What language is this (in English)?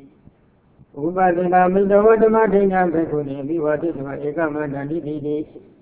Burmese